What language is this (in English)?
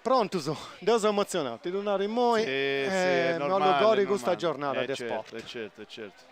Sardinian